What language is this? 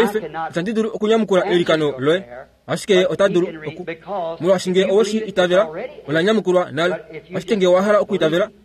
Kuanyama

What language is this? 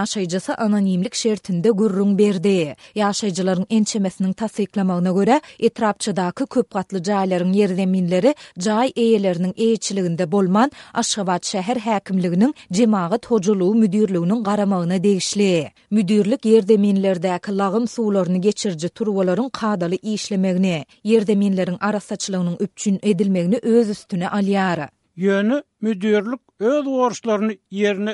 Turkmen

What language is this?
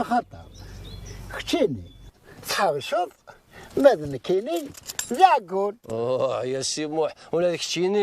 Kabyle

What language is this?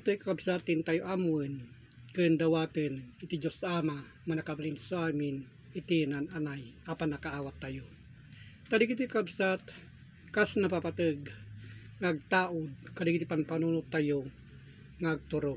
Iloko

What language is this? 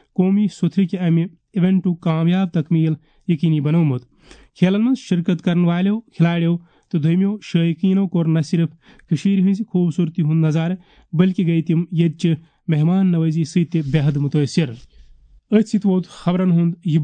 Kashmiri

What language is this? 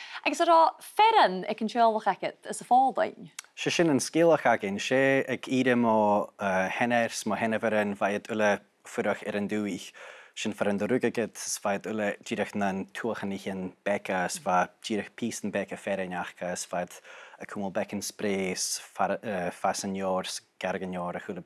Scottish Gaelic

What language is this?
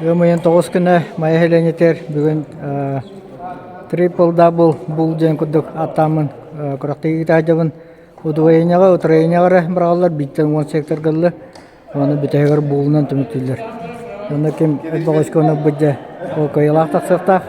Yakut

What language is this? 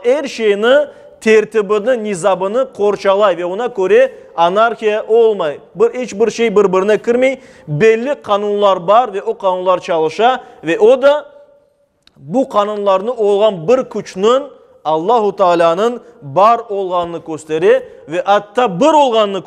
Crimean Tatar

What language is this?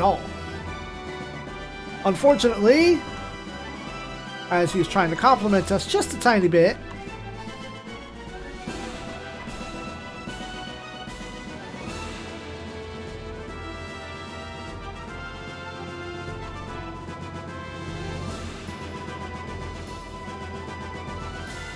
English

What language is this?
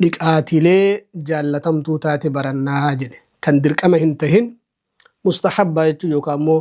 Oromo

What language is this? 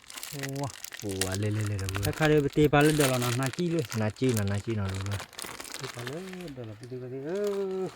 S'gaw Karen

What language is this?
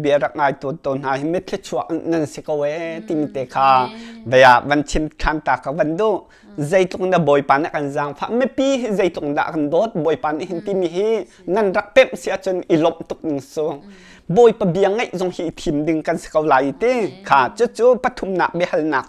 Hakha Chin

